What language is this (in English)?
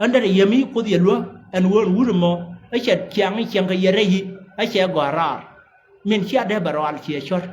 Nuer